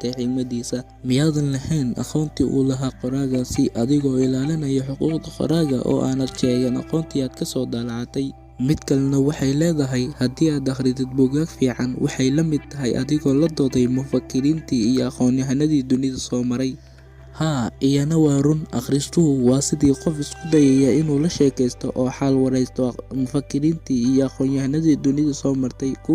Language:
Somali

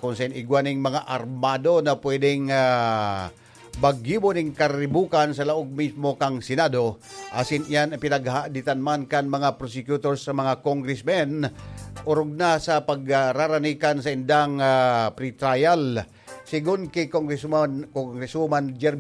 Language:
Bikol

